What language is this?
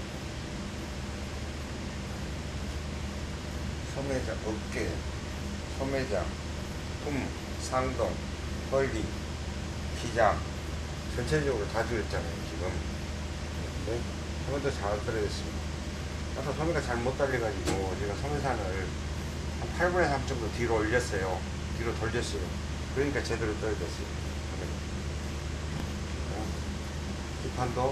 Korean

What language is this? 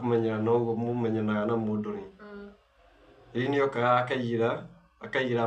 Kikuyu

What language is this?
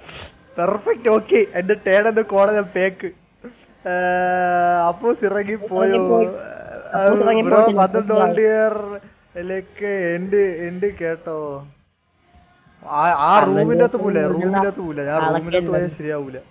Malayalam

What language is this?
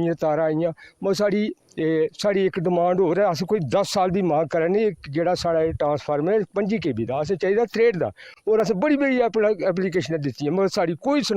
Dogri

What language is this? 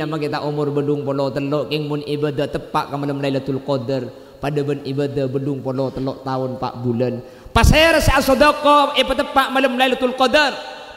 Madurese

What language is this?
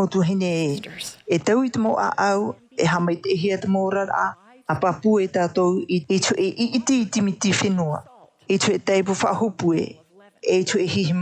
Tahitian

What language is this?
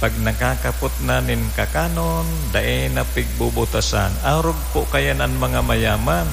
Bikol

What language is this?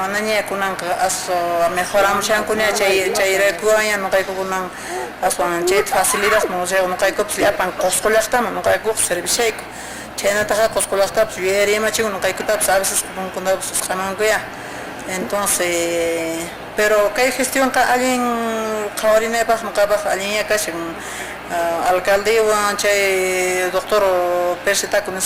Quechua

